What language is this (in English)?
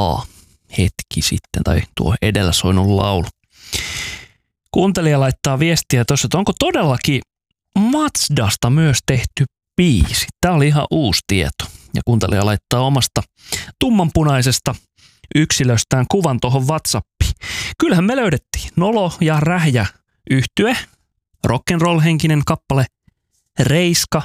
Finnish